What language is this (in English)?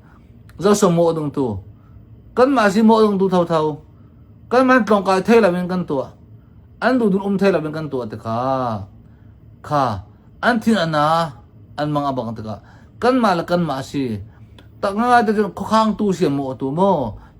Hakha Chin